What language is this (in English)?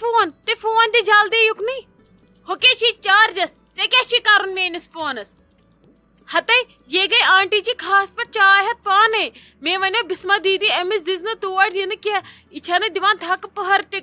Kashmiri